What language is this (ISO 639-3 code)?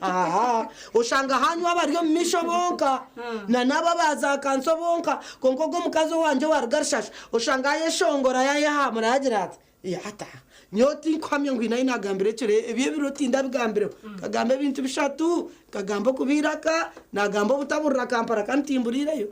nyn